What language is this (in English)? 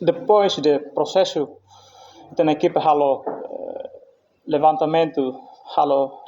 Tetum